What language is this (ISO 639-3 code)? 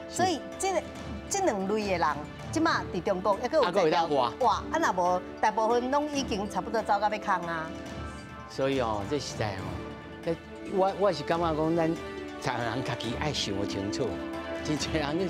nan